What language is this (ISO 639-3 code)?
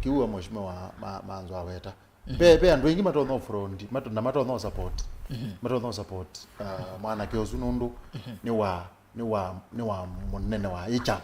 kam